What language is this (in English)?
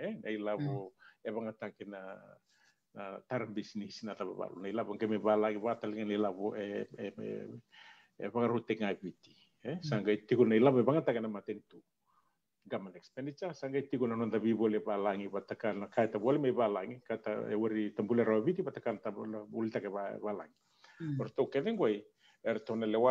Fijian